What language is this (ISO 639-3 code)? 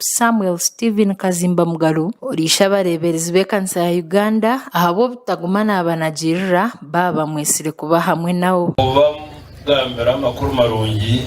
nyn